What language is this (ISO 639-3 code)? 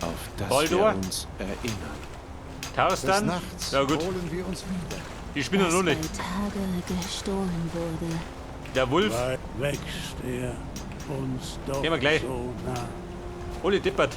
bar